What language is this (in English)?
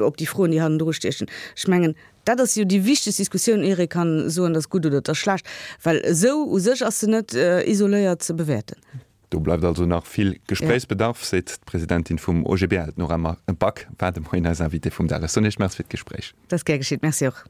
Luxembourgish